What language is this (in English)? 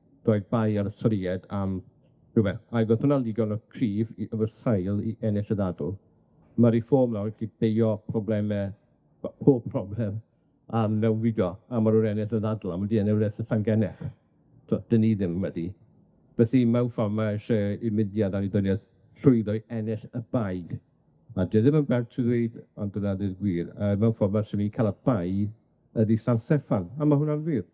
Welsh